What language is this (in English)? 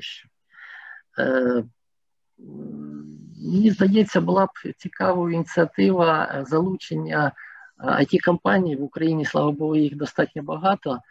Ukrainian